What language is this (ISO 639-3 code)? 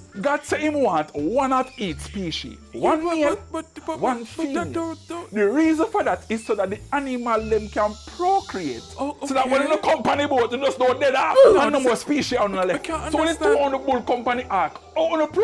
jam